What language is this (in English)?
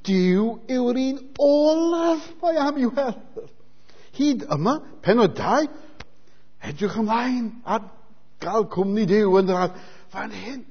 Welsh